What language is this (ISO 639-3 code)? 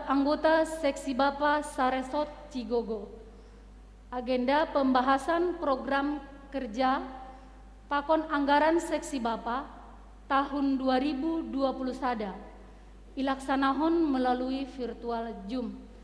bts